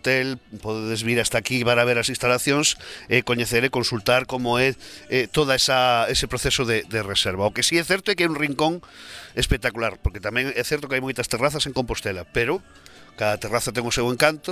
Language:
Galician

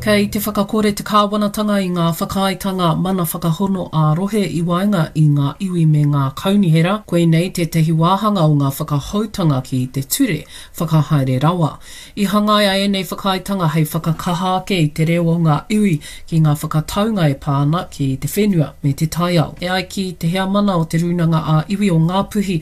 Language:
Māori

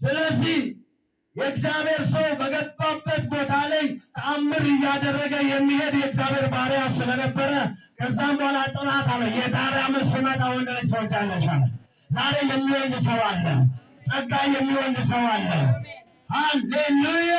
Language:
Amharic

